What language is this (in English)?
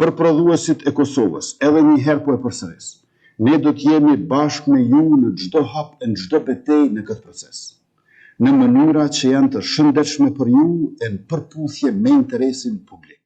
Albanian